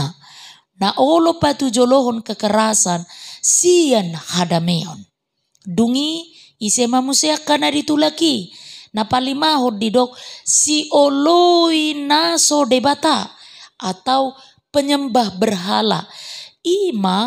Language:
Batak Toba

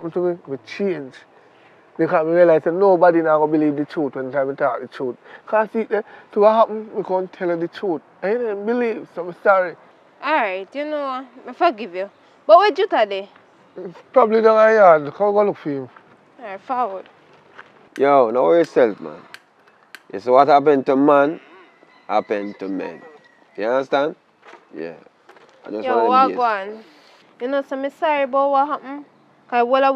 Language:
Jamaican Creole English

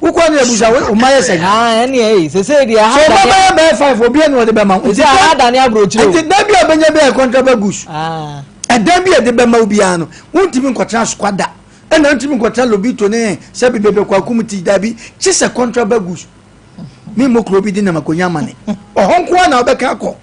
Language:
Akan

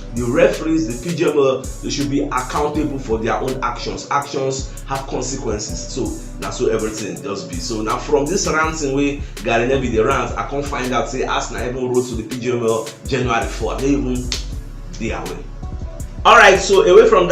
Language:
Nigerian Pidgin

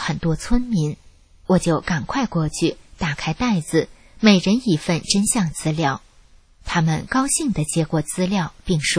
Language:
Chinese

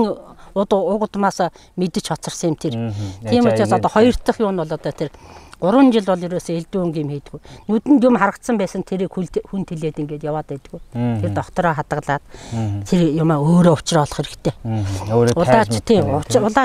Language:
Mongolian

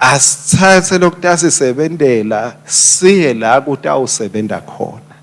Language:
Swati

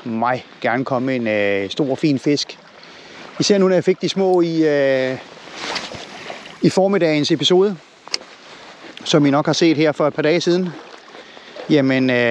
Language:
Danish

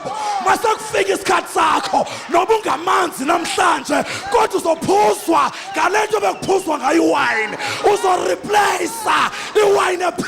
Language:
Zulu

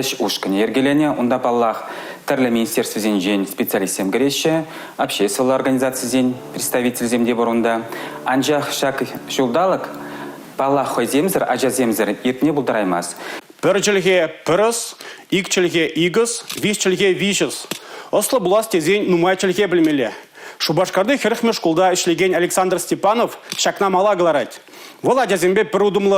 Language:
Chuvash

